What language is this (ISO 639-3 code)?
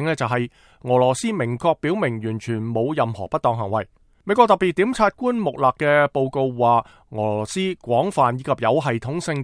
yue